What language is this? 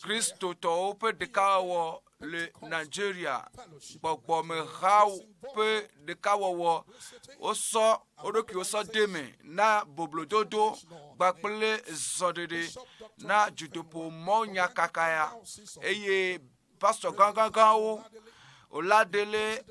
Ewe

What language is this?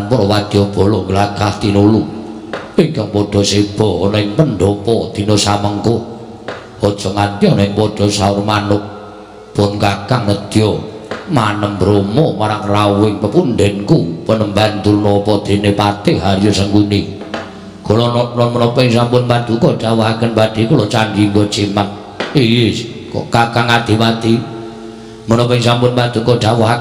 Javanese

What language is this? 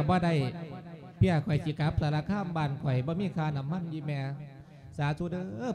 Lao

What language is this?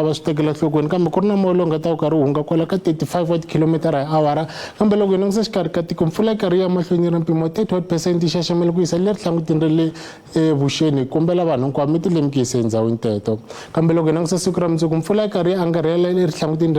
Tsonga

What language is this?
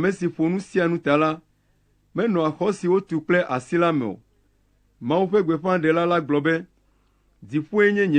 Ewe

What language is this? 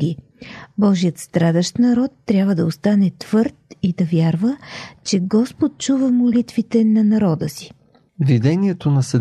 Bulgarian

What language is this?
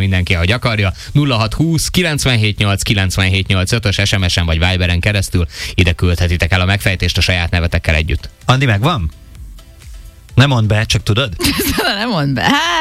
Hungarian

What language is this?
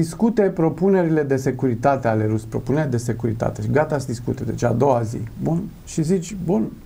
Romanian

